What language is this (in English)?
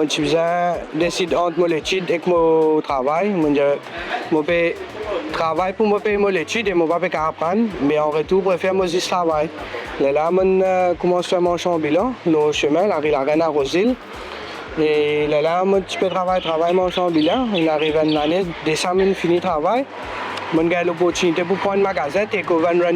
Morisyen